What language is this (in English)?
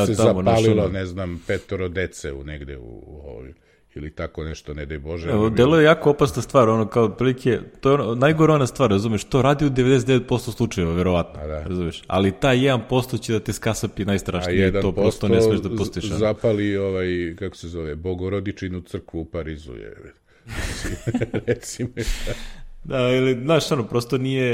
Serbian